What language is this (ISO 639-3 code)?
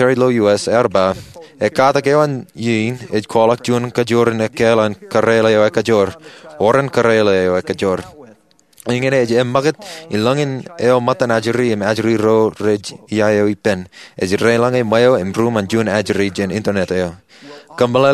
mah